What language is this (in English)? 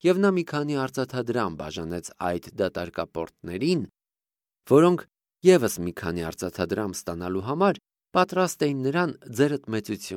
Armenian